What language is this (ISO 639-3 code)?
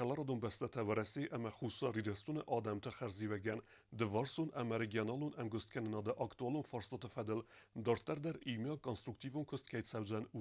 oss